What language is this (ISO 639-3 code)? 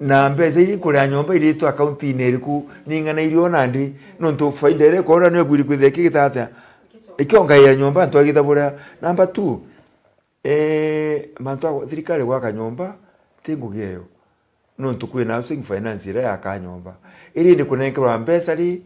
mer